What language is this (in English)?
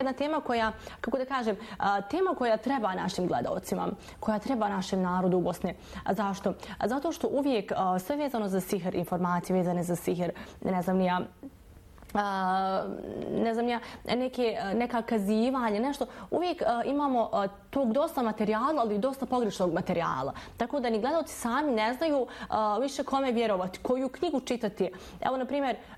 Bosnian